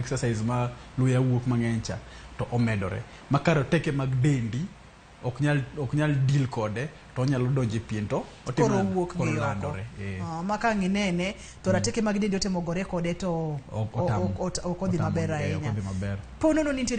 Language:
Luo (Kenya and Tanzania)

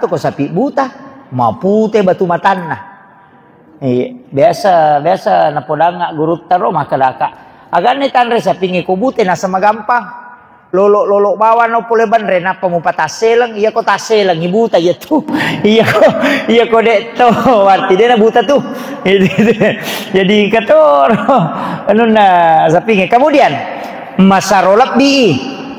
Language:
Buginese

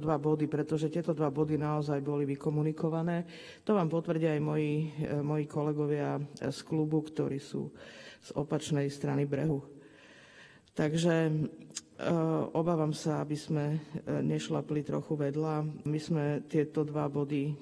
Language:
Slovak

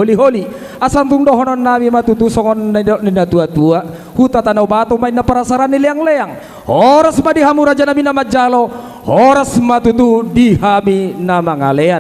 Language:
Batak Toba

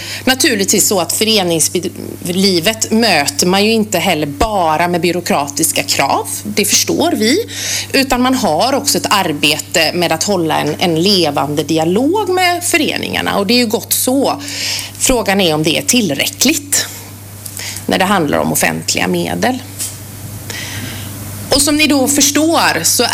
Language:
Swedish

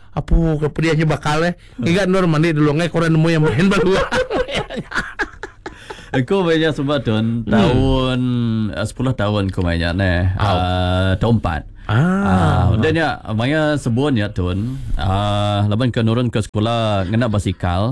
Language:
Iban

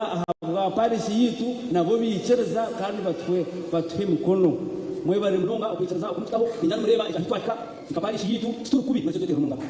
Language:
Nyankole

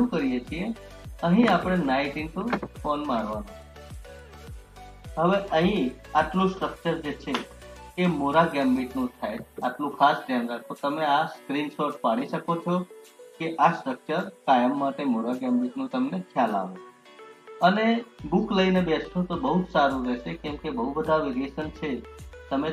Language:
Gujarati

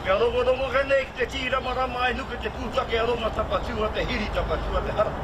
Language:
Māori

